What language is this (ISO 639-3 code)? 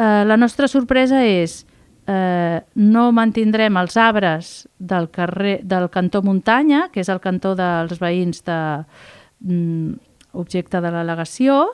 cat